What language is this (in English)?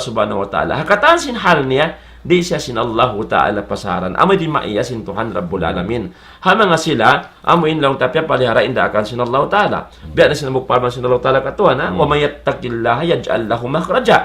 Tausug